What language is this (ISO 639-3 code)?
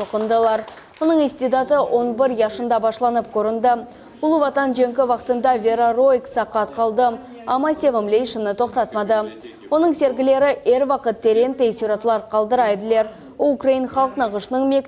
crh